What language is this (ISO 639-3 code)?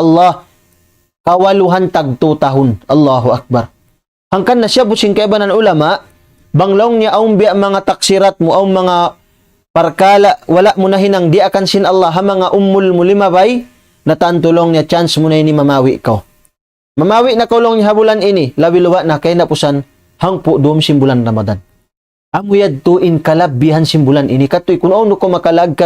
tsg